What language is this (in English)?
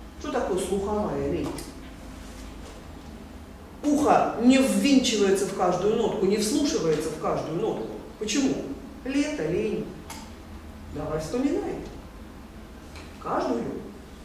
Russian